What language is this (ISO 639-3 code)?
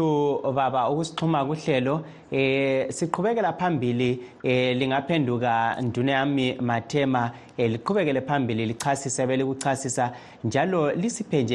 nde